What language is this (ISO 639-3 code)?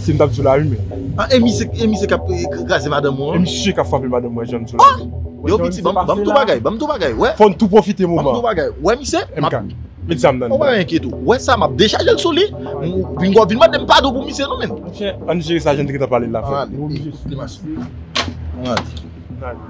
hat